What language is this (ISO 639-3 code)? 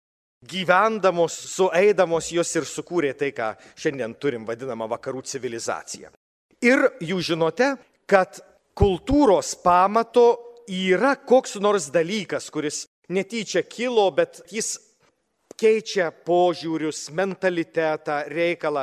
lit